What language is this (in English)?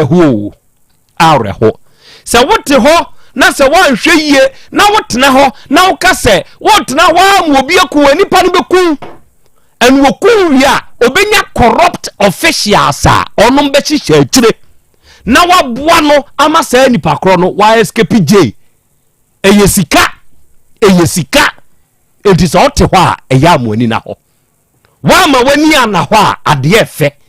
Akan